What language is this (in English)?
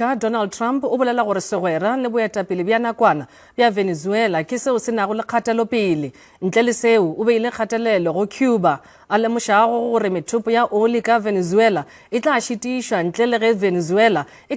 Northern Sotho